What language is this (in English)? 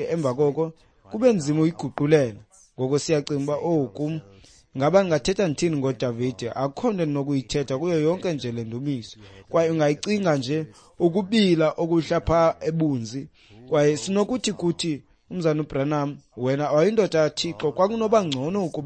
Xhosa